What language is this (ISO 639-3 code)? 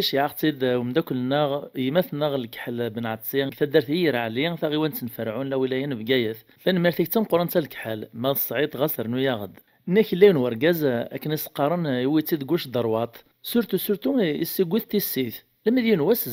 kab